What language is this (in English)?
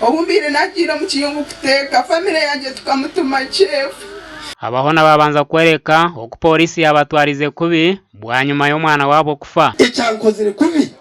Nyankole